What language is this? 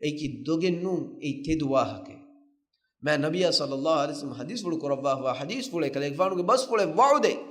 Divehi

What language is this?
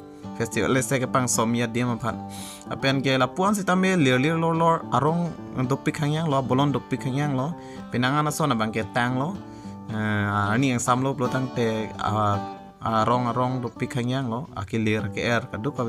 Karbi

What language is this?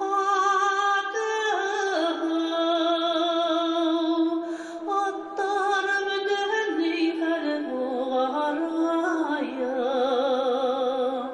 Bashkir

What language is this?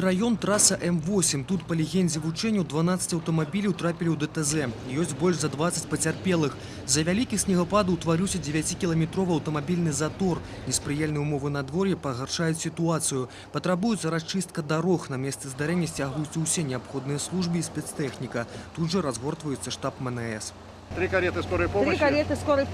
Belarusian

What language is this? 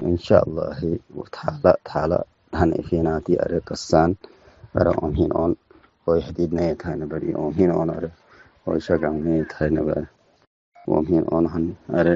Tigre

